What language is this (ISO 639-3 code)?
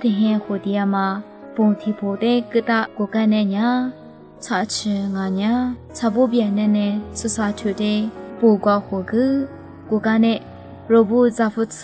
lis